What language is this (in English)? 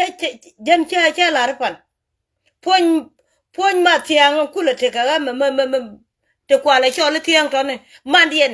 Nuer